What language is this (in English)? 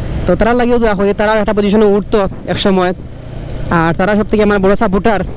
Sylheti